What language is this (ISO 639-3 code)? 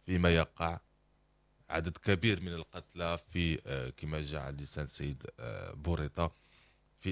ary